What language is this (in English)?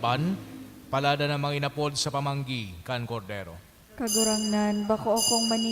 Bikol